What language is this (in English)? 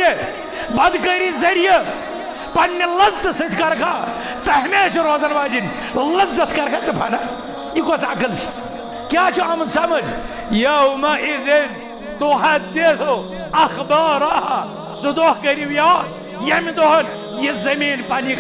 Kashmiri